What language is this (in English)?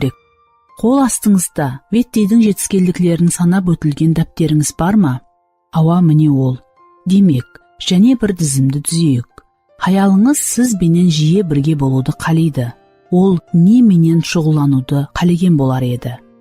Kara-Kalpak